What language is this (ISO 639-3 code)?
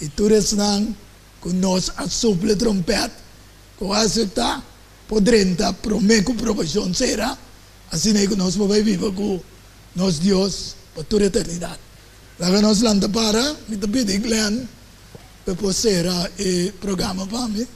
pap